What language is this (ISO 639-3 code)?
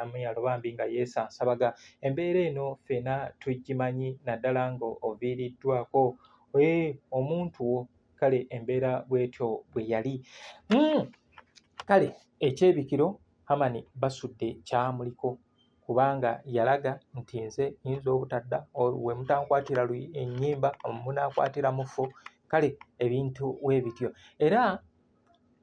lug